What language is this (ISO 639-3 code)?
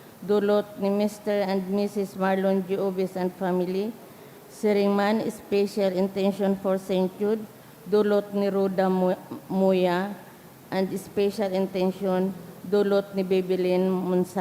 bik